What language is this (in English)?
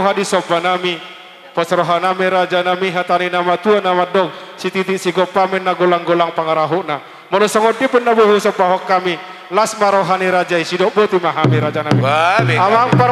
Batak Toba